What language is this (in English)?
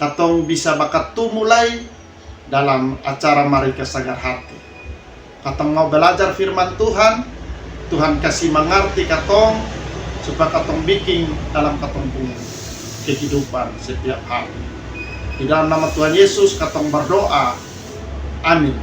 Kupang Malay